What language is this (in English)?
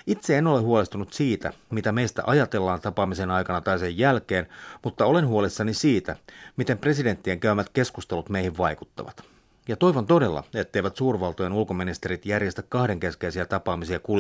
Finnish